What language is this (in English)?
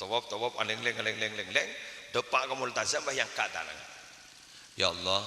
Madurese